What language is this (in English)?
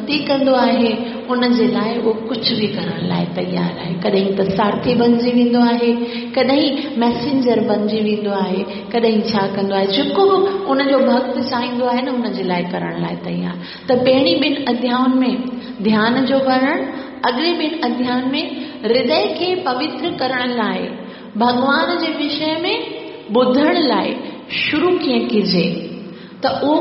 Sindhi